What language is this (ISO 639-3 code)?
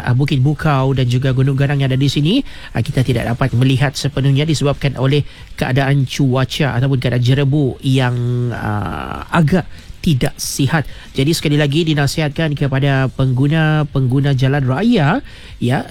msa